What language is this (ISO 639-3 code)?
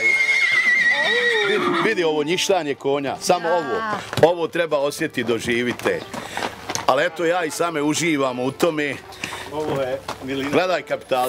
bos